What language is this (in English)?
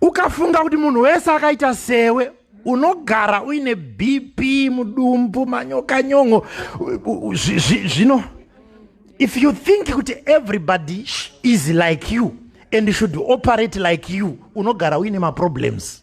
Shona